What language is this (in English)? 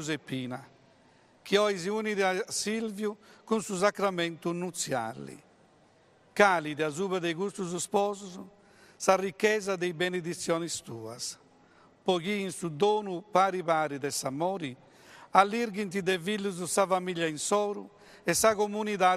Sardinian